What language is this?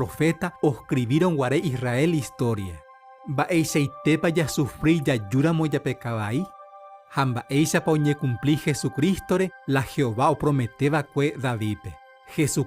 Guarani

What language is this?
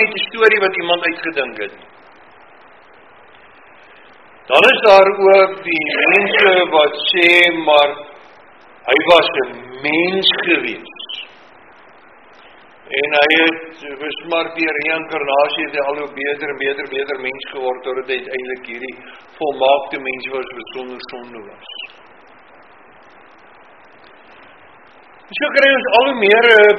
Afrikaans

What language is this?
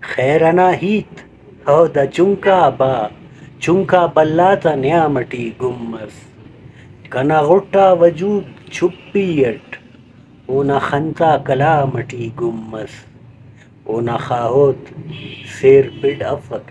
Brahui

